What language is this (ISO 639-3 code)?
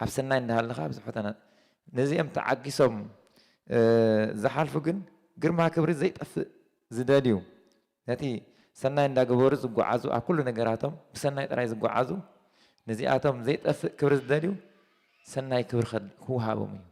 tir